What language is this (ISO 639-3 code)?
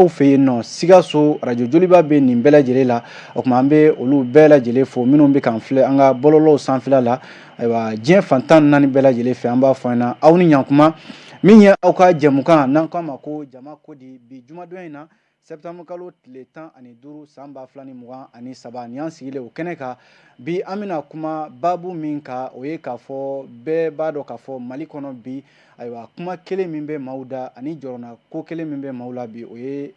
bam